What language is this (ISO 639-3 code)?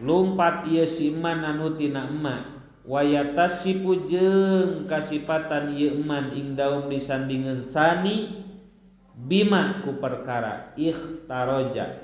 sun